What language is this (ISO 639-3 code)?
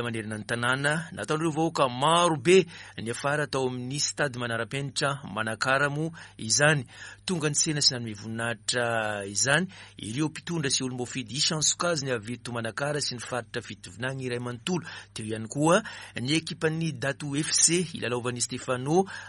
mlg